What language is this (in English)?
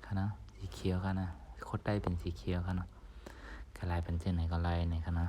Shan